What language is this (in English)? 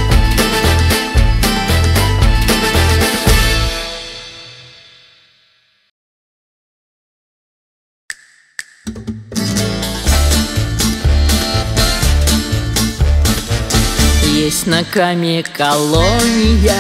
Russian